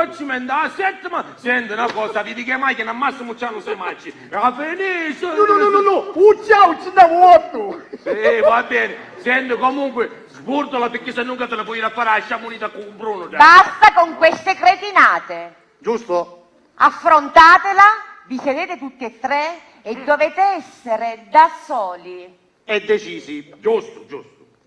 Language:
Sicilian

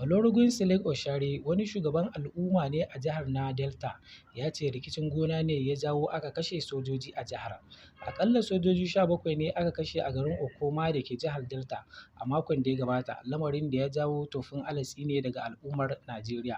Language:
Hausa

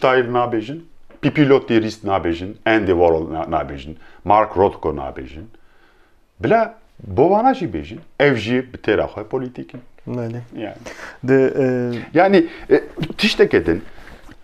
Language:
Kurdish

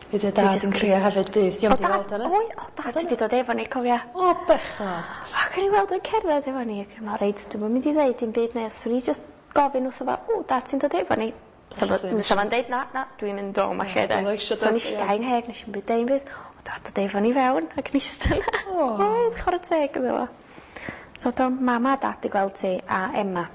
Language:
Welsh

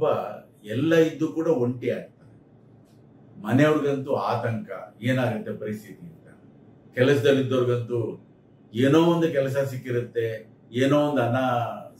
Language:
Kannada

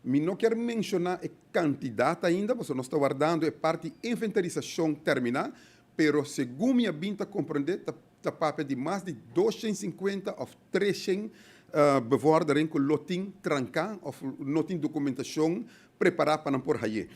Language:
Papiamento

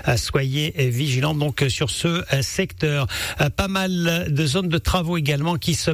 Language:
French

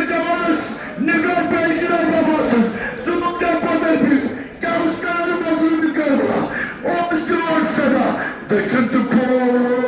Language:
Kashmiri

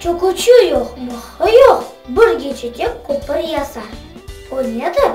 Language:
Crimean Tatar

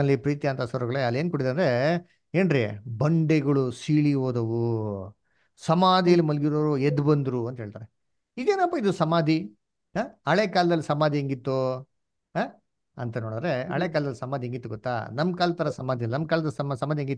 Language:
Kannada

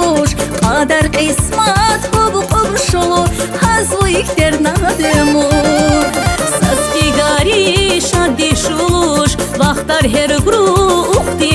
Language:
Tabassaran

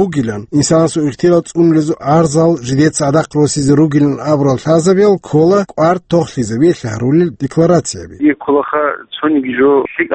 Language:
Avaric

